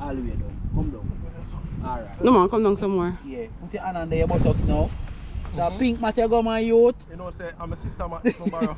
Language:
Jamaican Creole English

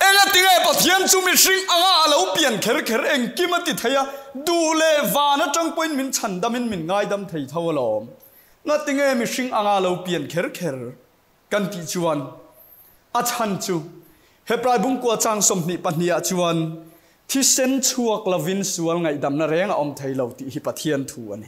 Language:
Mizo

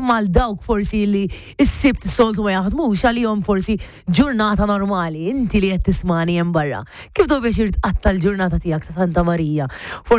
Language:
Maltese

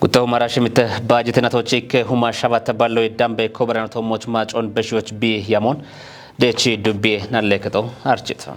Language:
Kafa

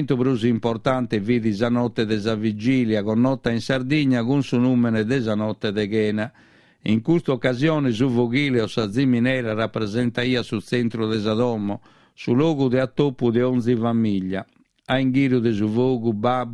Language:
Sardinian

